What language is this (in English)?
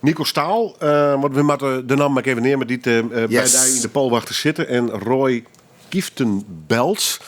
Western Frisian